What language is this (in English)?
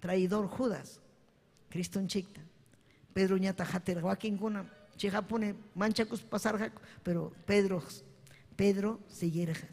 Ayacucho Quechua